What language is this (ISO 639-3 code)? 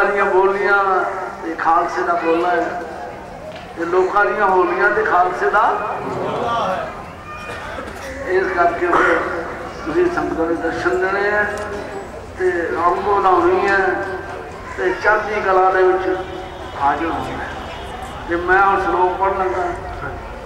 pan